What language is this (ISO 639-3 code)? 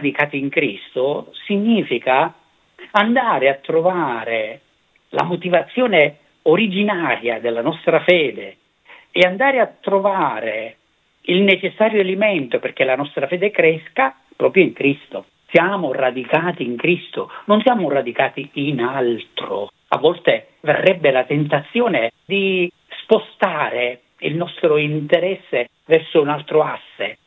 ita